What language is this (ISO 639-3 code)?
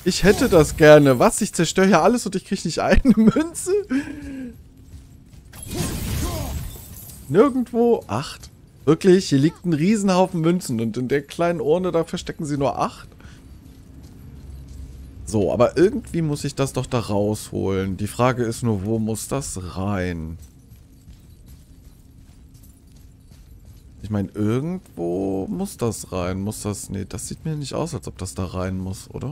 deu